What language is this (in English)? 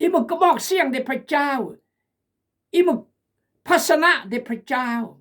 Khmu